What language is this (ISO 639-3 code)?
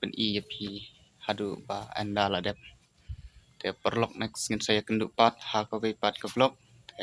kha